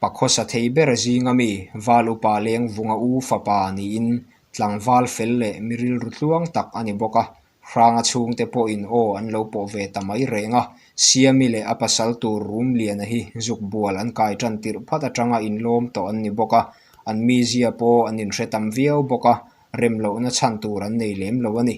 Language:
Mizo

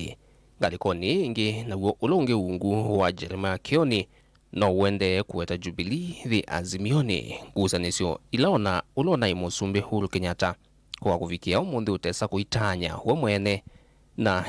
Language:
Kamba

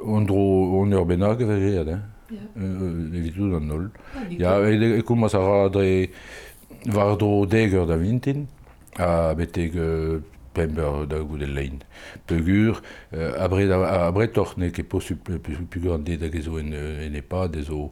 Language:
Breton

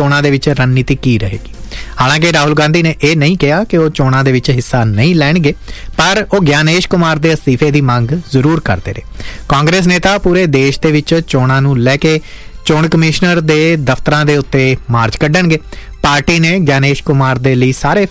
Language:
Punjabi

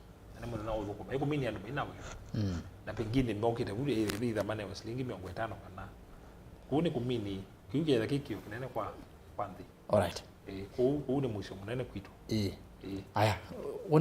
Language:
Kamba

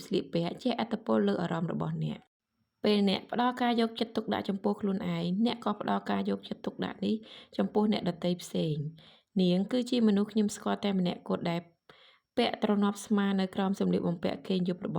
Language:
Khmer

